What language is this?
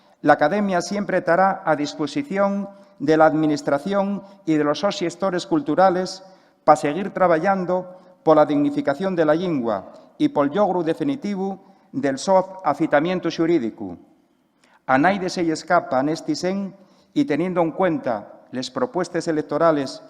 Asturian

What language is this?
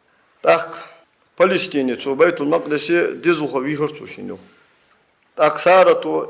Ingush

